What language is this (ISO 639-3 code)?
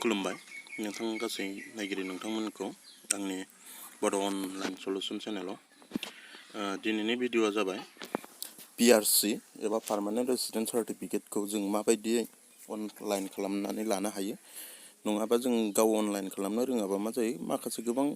brx